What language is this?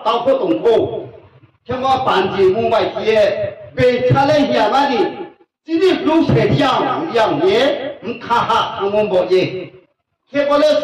Riang (India)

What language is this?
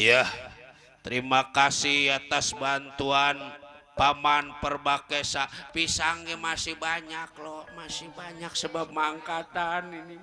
Betawi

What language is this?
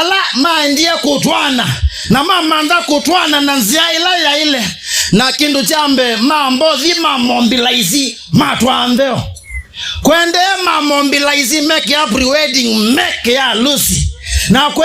Kamba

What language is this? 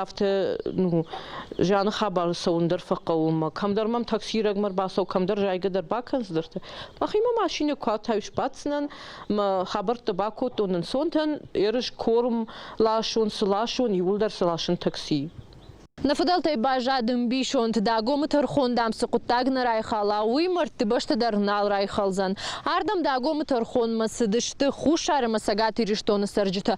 Ossetic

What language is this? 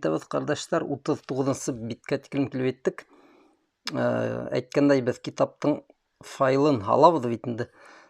Bashkir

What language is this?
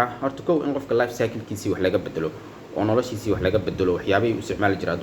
Somali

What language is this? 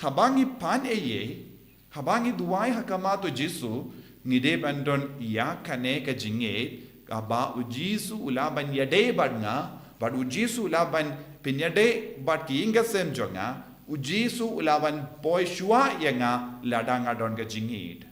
Khasi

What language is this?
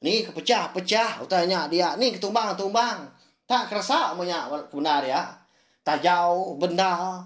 Iban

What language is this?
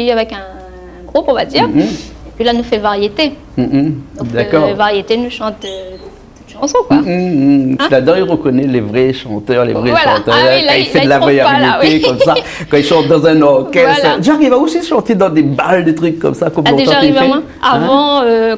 Réunion Creole French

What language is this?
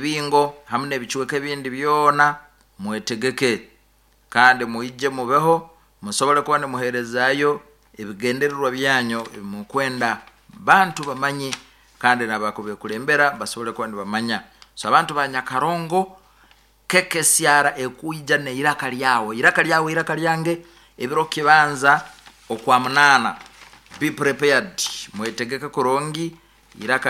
Nyoro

